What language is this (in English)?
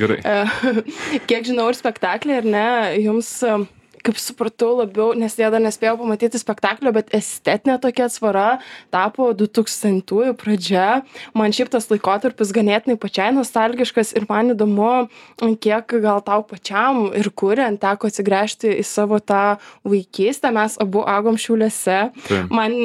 Lithuanian